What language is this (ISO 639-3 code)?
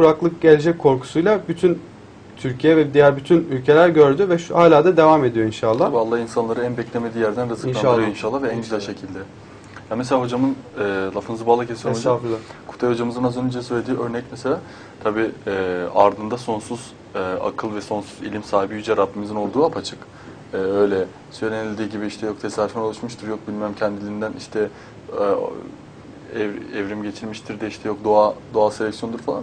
tur